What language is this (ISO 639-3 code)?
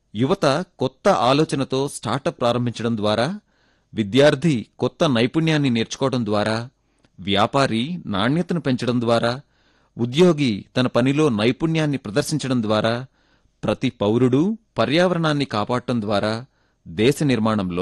tel